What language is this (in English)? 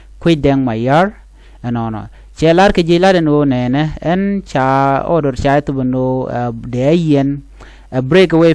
Nuer